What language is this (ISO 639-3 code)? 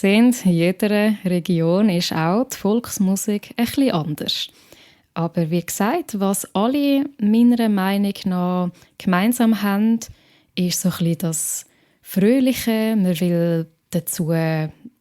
gsw